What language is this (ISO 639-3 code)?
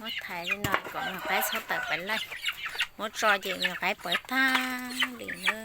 hmn